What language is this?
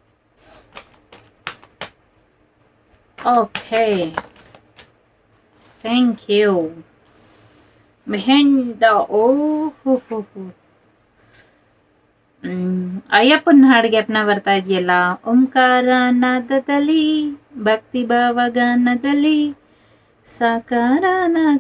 Kannada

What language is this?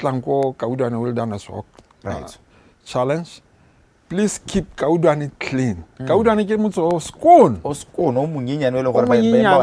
Tswana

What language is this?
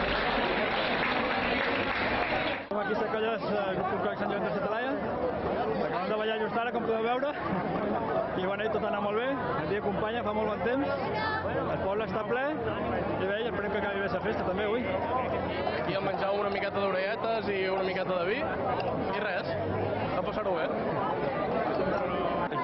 Catalan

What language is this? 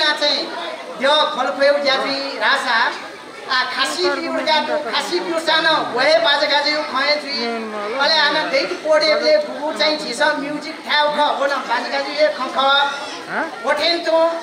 Newari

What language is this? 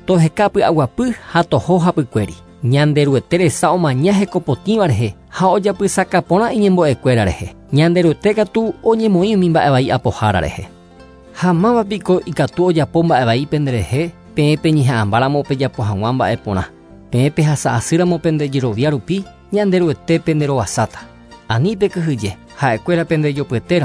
Guarani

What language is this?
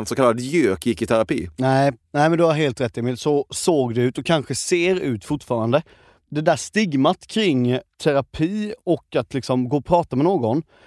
Swedish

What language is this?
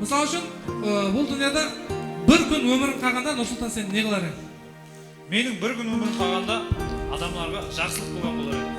Kara-Kalpak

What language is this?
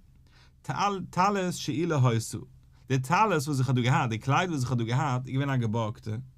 Yiddish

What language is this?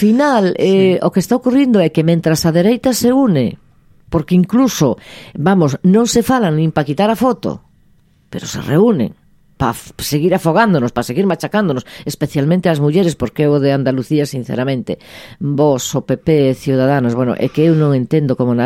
Galician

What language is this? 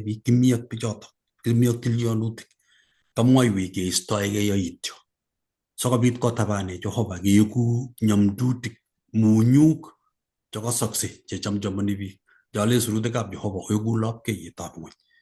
Kalenjin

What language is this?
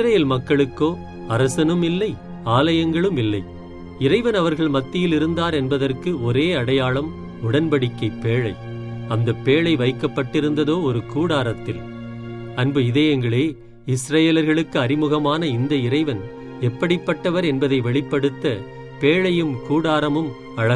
Tamil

